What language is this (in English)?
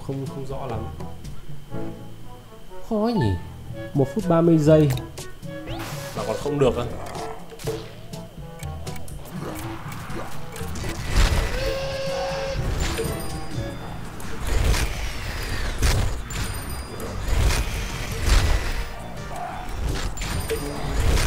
Vietnamese